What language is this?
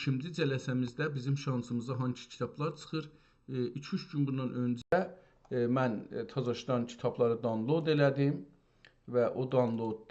South Azerbaijani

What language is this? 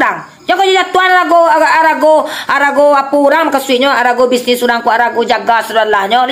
Minangkabau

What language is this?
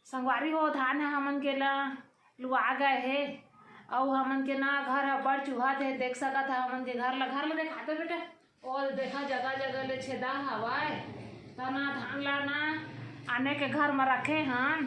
Chhattisgarhi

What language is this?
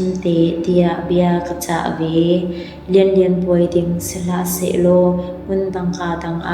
Hakha Chin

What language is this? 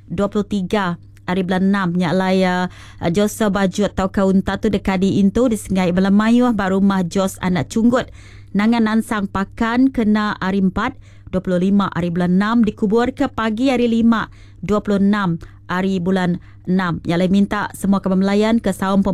Iban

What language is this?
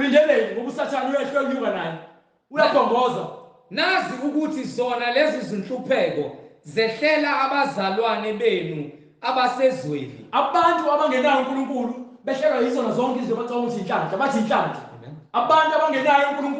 Zulu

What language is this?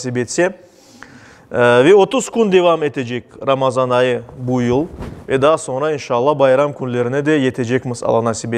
Crimean Tatar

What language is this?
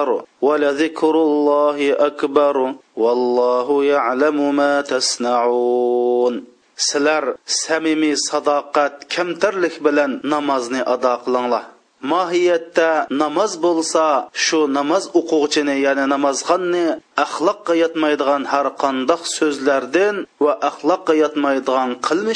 Uyghur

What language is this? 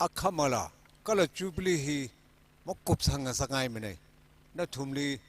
Tangkhul Naga (India)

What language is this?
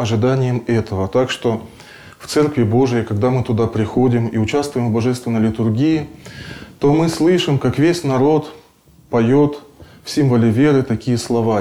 Russian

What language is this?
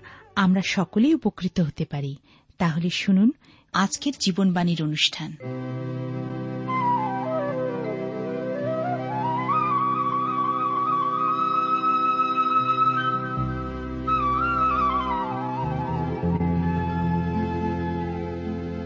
Bangla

